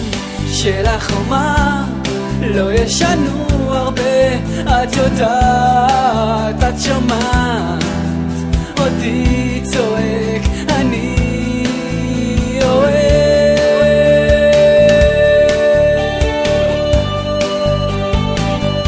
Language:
Hebrew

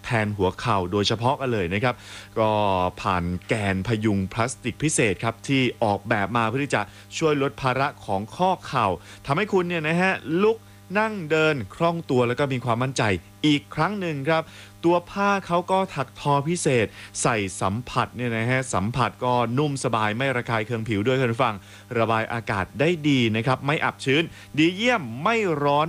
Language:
Thai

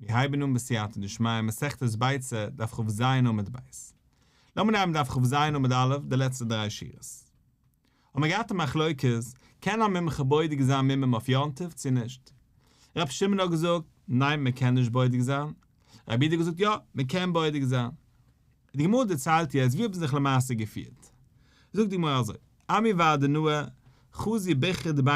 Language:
Yiddish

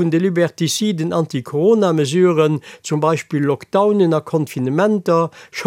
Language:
Luxembourgish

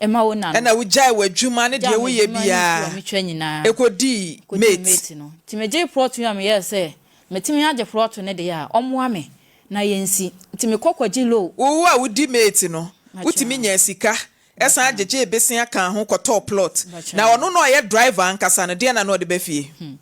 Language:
Akan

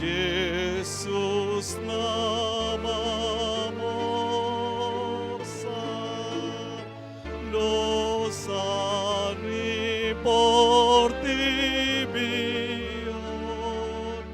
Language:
Batak Toba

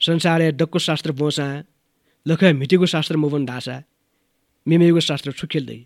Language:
Newari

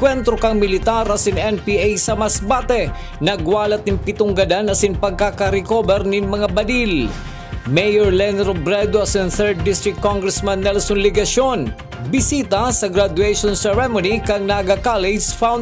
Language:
Bikol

